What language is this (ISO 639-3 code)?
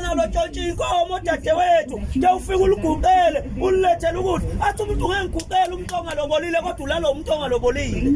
zul